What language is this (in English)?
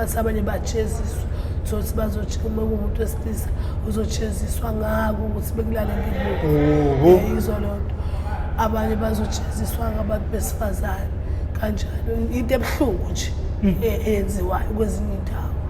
Zulu